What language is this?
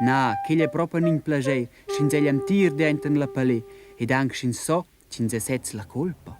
Romansh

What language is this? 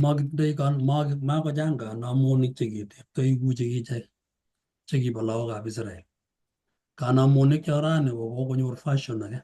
Kalenjin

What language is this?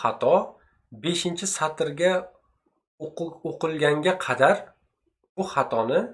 Uzbek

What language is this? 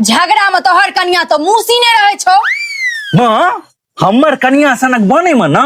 Maithili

